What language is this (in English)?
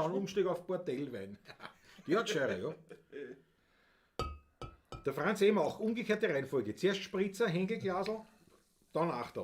Bavarian